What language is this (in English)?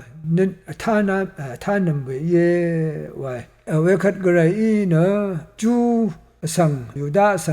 Rawang